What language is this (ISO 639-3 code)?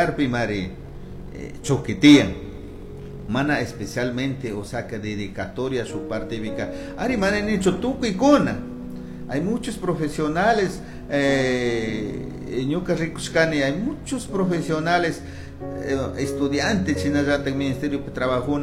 qug